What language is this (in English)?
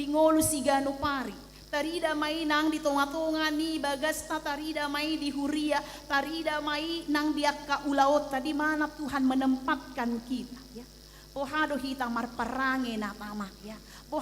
Batak Toba